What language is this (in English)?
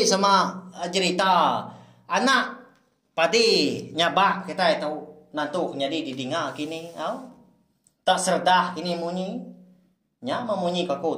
Iban